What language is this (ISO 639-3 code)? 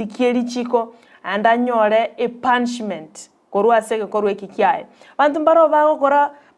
guz